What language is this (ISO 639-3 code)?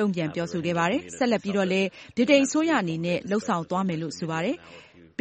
mya